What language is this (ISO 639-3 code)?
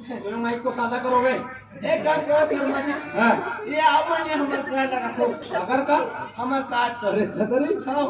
hne